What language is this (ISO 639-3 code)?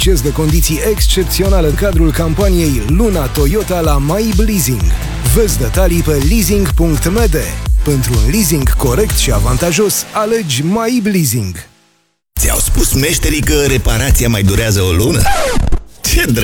ron